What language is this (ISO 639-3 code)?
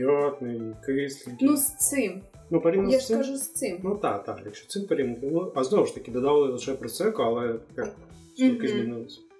ukr